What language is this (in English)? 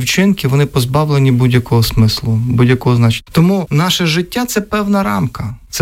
Ukrainian